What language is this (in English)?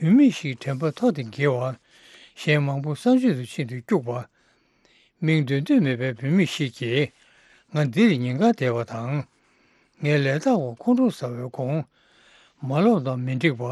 Tibetan